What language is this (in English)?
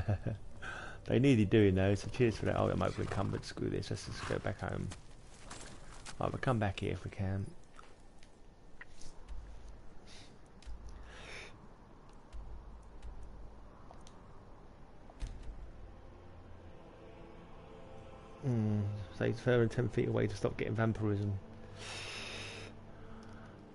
English